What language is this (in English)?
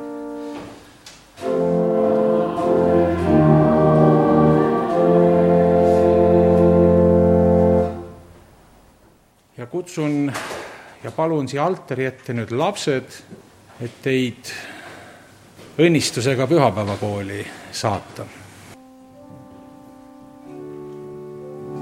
Estonian